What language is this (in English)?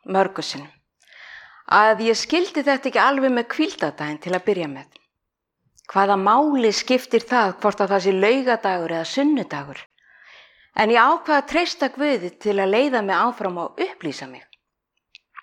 Icelandic